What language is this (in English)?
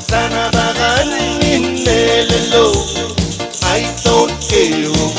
Pohnpeian